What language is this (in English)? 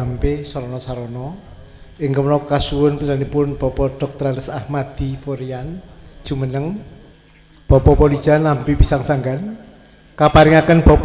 Javanese